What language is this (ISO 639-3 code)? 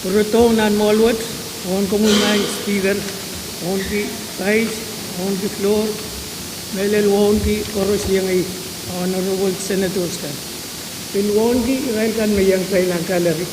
pon